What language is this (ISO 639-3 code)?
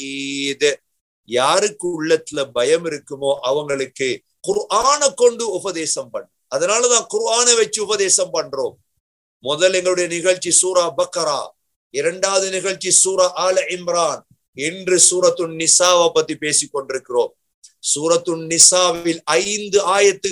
tam